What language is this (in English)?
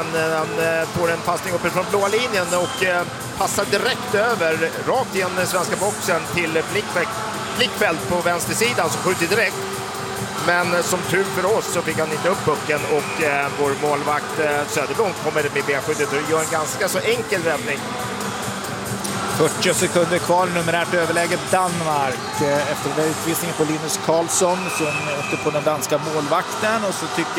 Swedish